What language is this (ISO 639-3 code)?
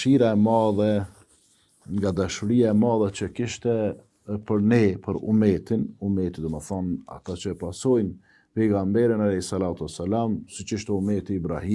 sqi